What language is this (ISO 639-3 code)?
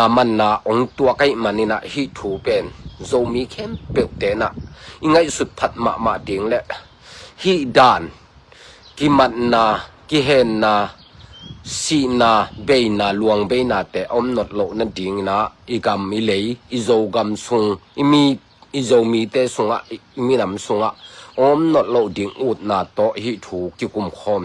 ctd